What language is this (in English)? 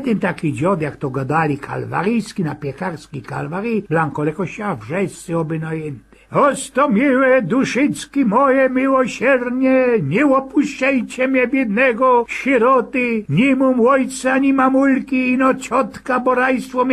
Silesian